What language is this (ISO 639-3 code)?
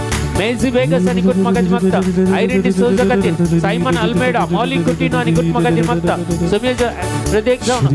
kok